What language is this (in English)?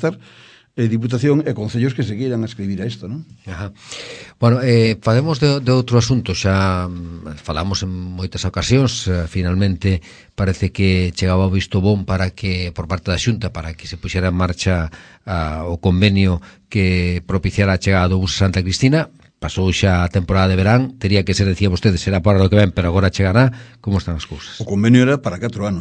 Galician